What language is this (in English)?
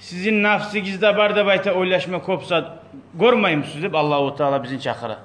Kumyk